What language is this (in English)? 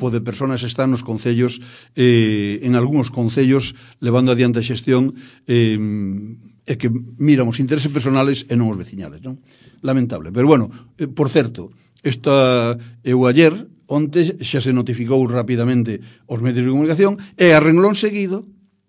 Galician